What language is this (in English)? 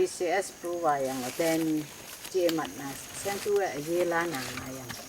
Kachin